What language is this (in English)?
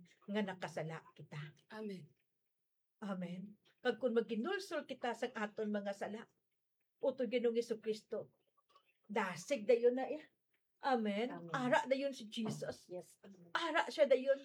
Hiligaynon